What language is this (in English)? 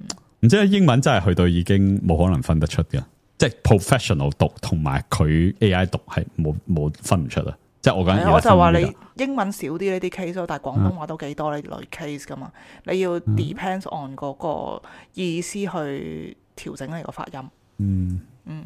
Cantonese